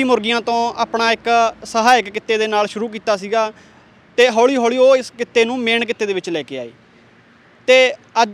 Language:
Punjabi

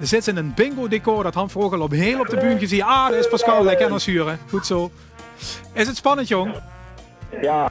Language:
Limburgish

